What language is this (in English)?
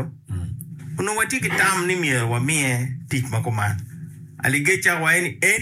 Acoli